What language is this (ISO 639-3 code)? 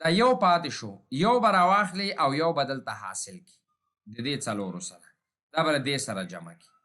pus